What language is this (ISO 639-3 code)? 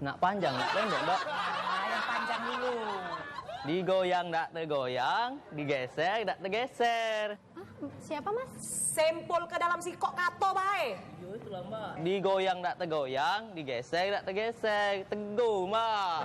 mui